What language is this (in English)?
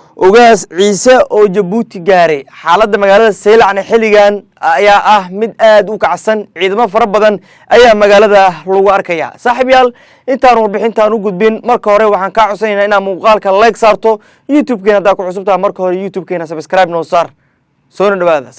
Somali